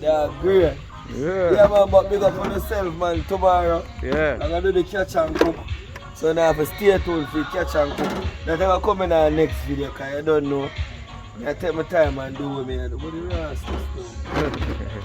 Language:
Jamaican Creole English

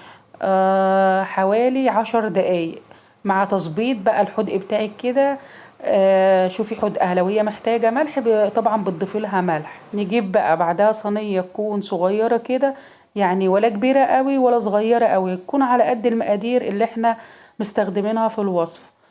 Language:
Egyptian Arabic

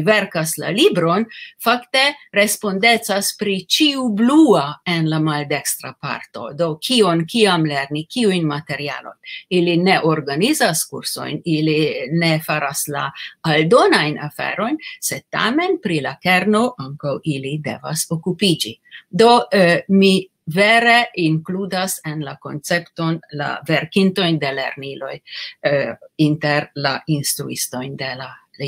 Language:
Esperanto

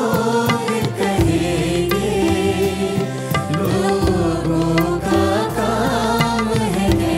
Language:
Hindi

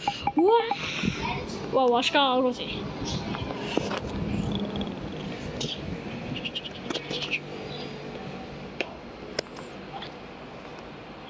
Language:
Hebrew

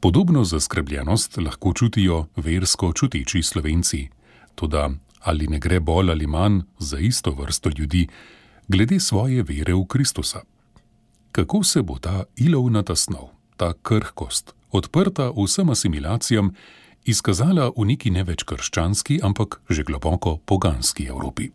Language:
Slovenian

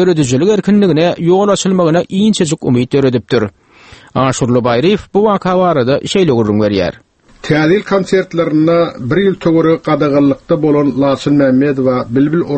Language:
Turkmen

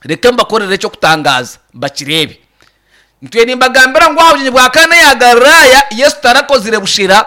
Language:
Nyankole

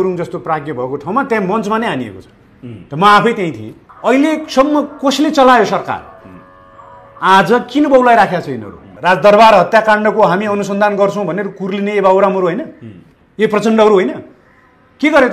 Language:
Nepali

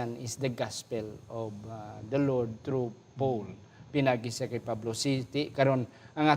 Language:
Hiligaynon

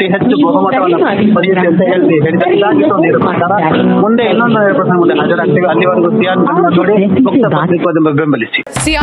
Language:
Kannada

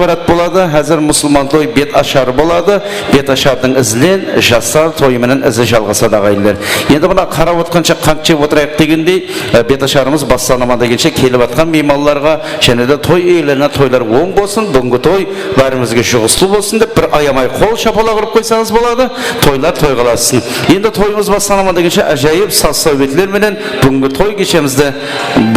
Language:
Kara-Kalpak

